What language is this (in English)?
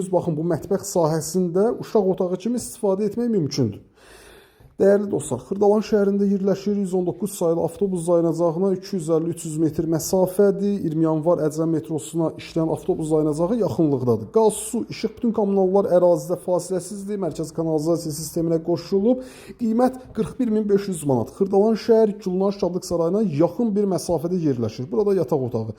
Azerbaijani